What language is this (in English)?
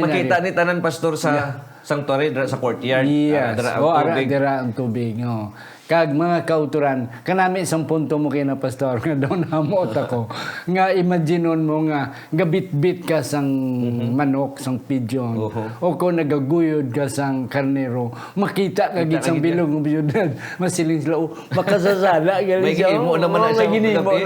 Hiligaynon